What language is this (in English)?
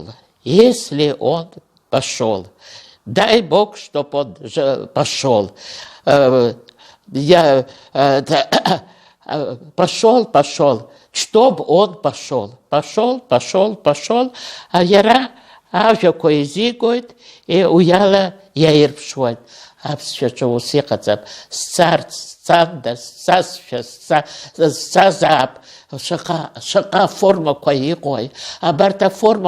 Abkhazian